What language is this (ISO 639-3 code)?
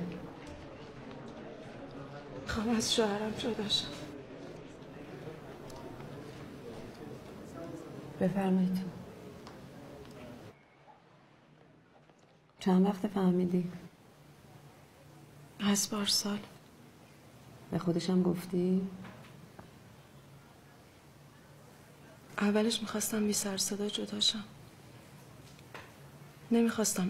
fas